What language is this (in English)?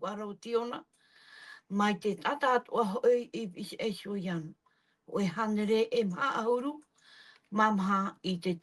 Tahitian